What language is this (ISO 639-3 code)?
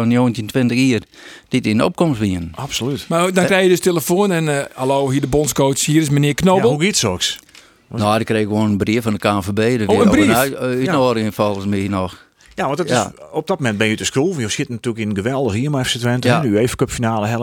fry